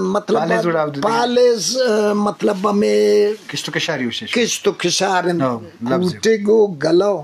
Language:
Eastern Balochi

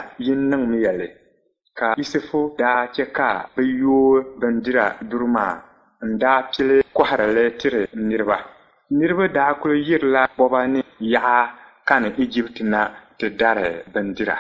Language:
Dagbani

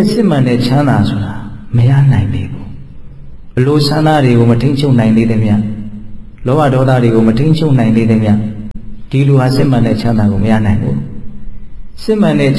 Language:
Burmese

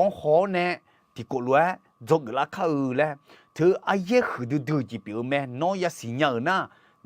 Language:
Akha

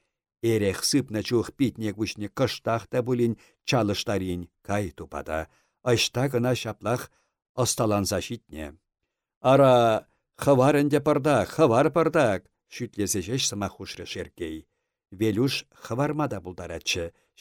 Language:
Chuvash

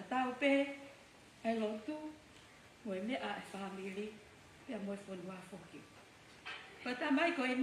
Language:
Tongan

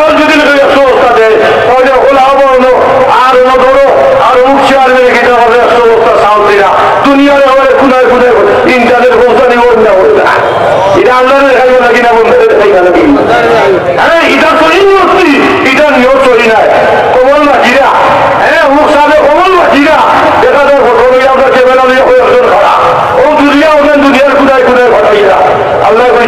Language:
Sylheti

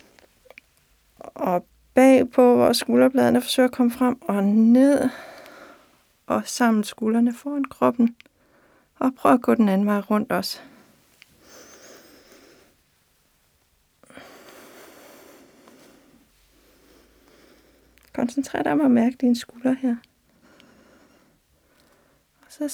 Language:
Danish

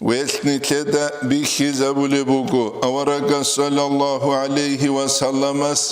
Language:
Avaric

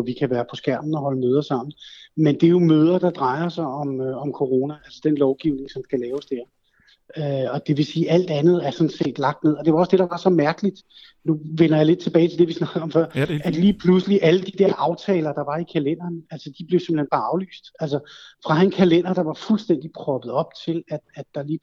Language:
Danish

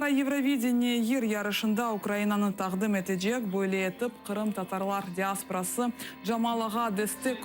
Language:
Crimean Tatar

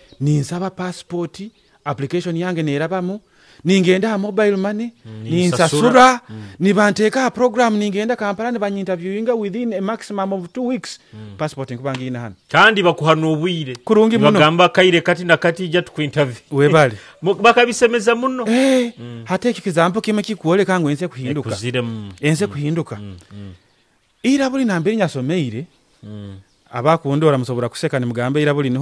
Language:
Nyoro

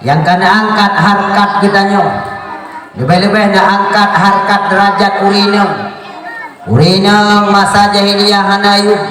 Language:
Achinese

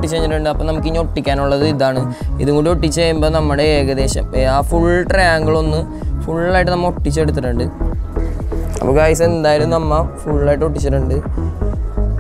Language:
Malayalam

